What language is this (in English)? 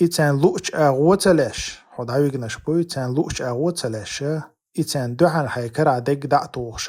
Chechen